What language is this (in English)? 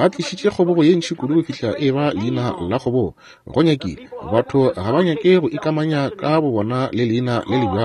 Northern Sotho